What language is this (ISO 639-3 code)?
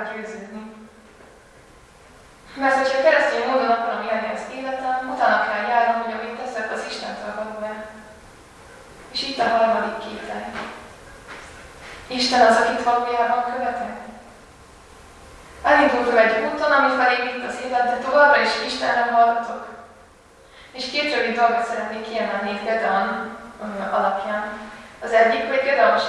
hun